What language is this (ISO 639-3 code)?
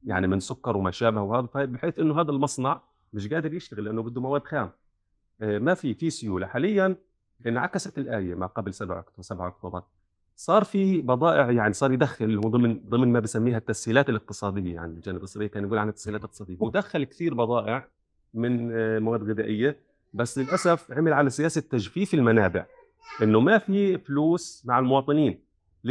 apc